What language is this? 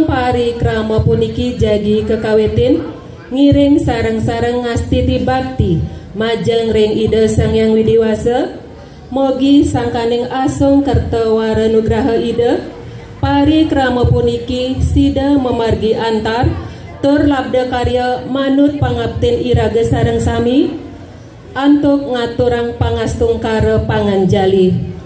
Balinese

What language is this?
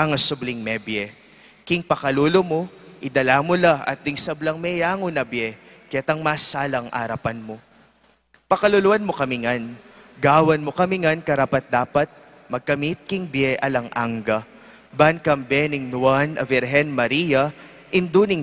Pampanga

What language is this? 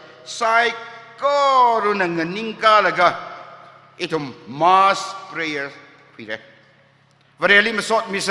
Tangkhul Naga (India)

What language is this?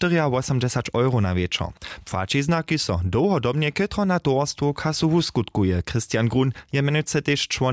Upper Sorbian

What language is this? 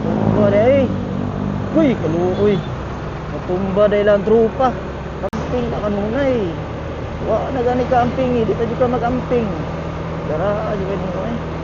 Cebuano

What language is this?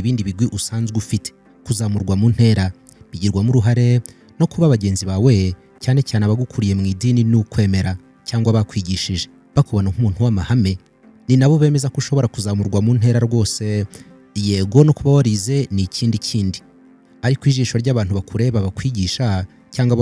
Kinyarwanda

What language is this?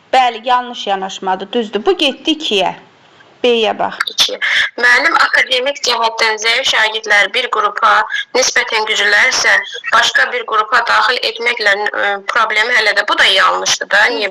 Azerbaijani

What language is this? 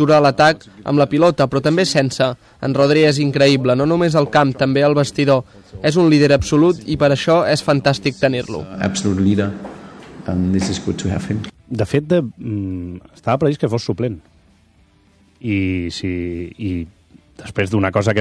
Catalan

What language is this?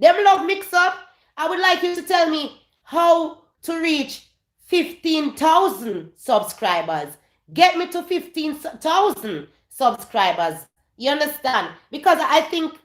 Jamaican Creole English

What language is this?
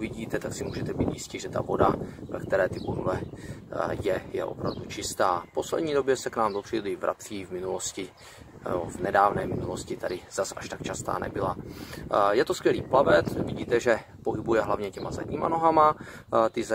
Czech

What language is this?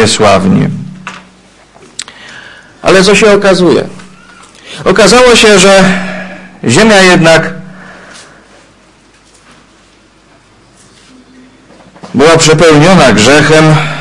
Polish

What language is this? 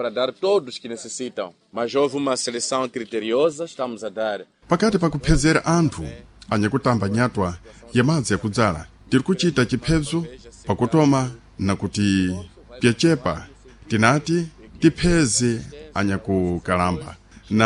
Sena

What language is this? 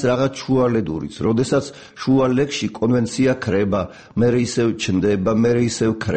Georgian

